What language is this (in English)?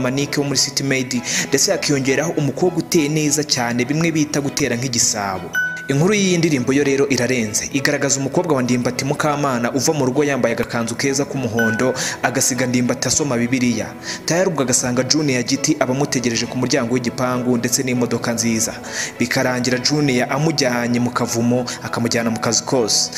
Kinyarwanda